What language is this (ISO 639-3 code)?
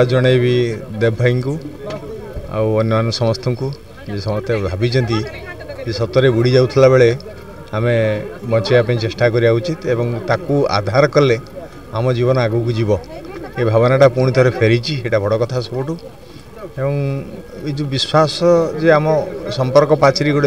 ori